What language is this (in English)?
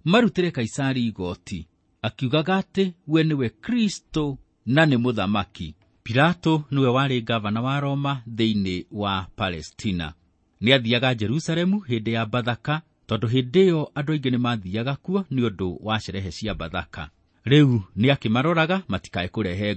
Kikuyu